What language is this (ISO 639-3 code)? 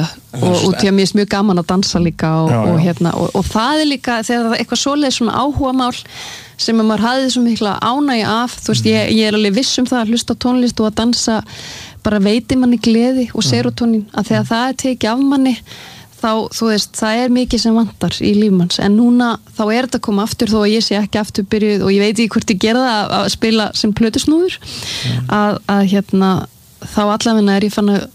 isl